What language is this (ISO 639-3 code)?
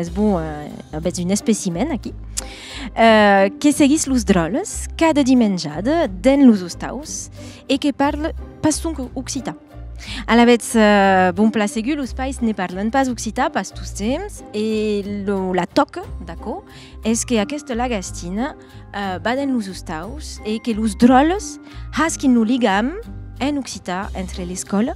oci